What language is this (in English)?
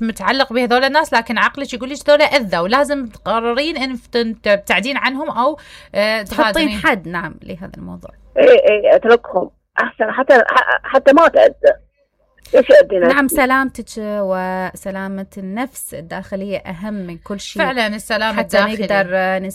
Mesopotamian Arabic